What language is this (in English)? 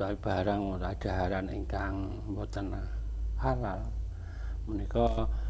Javanese